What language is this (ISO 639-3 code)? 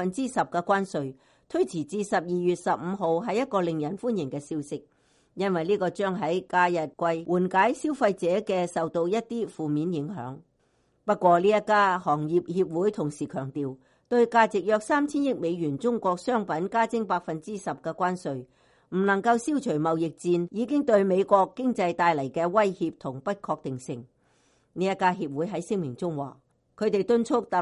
yue